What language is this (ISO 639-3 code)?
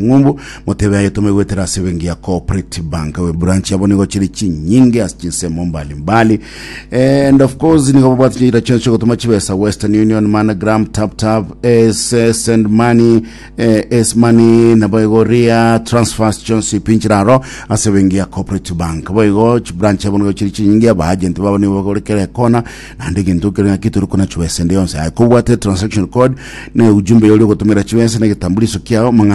guz